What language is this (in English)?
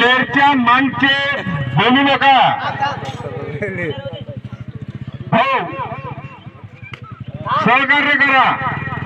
Marathi